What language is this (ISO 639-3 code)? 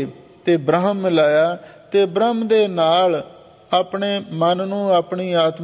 pan